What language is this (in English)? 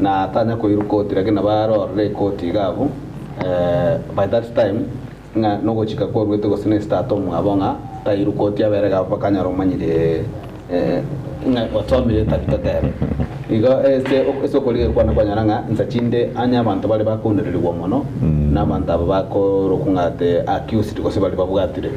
Gusii